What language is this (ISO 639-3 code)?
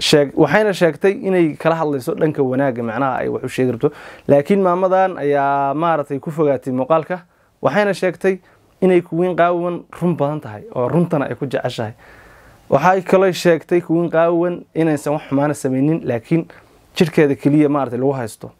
som